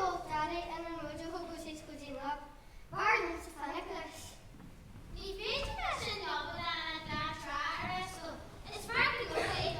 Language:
Irish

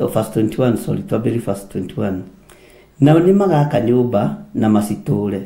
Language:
Kikuyu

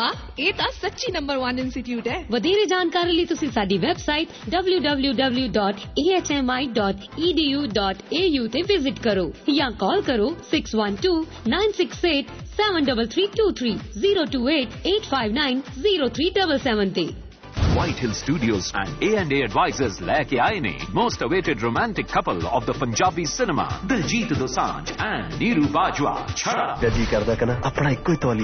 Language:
Punjabi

